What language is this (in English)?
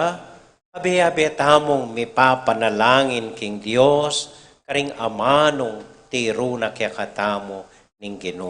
Pampanga